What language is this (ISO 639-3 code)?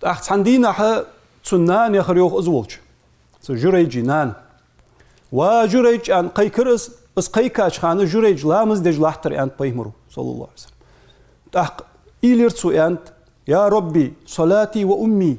inh